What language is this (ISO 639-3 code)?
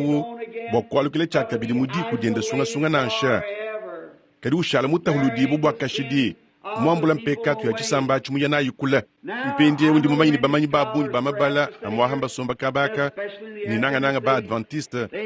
lua